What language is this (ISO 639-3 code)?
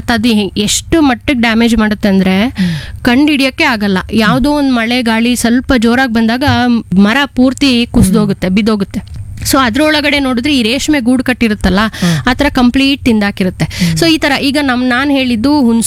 kan